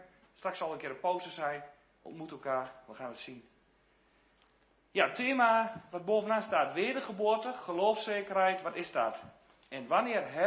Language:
Dutch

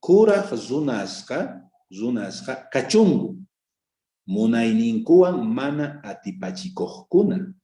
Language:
South Bolivian Quechua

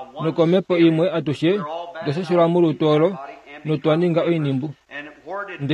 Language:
Kuanyama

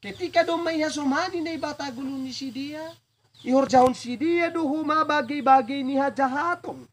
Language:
Batak Simalungun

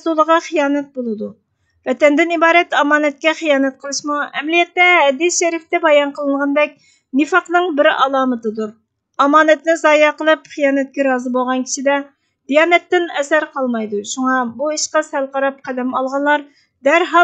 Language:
Uyghur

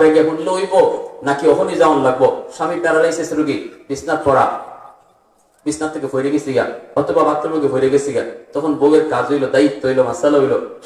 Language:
Bangla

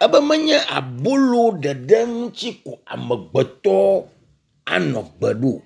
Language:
Ewe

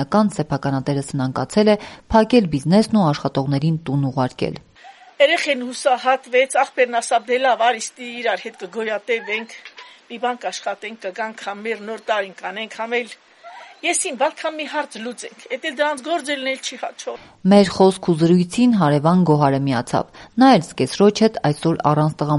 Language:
Armenian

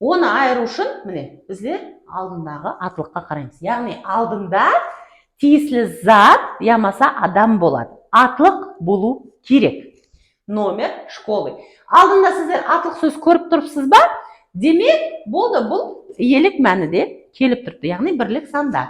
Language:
Kara-Kalpak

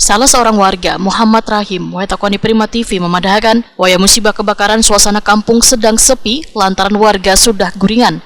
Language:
Banjar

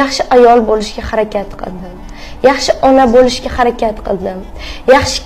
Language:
Uzbek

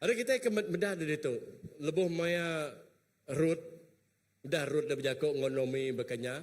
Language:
Iban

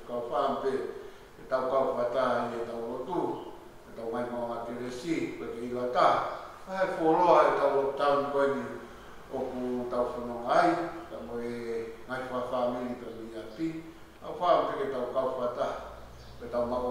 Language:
Tongan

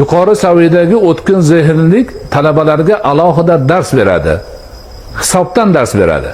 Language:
Uzbek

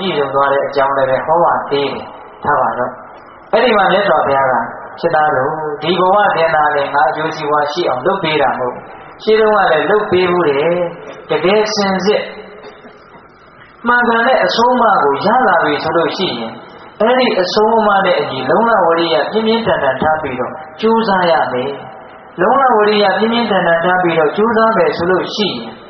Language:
Burmese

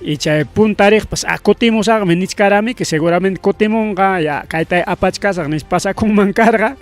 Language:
Ayacucho Quechua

